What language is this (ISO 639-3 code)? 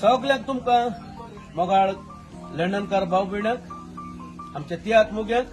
kok